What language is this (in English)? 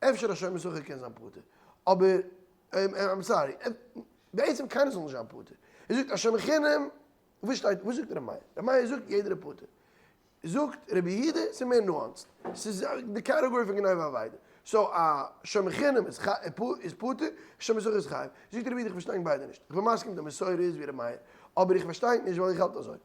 Yiddish